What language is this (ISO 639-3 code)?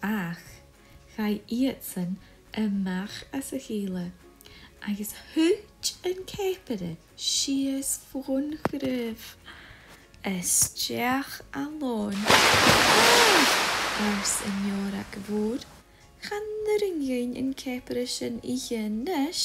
gla